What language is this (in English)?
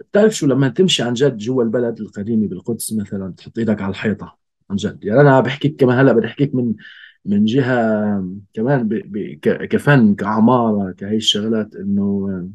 North Levantine Arabic